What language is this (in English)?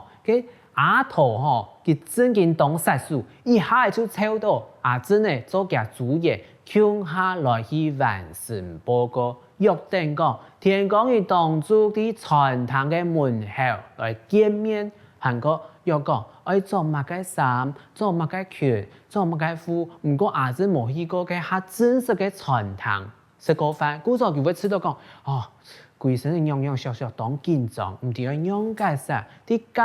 Hakka Chinese